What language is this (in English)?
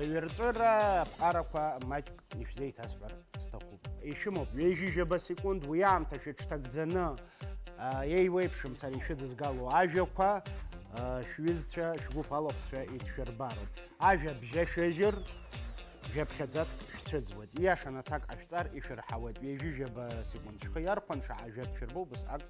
Abkhazian